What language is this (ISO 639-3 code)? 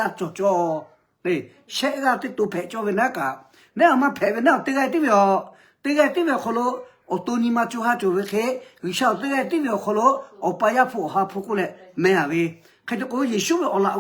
lhu